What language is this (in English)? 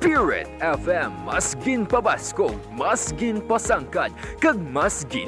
Hiligaynon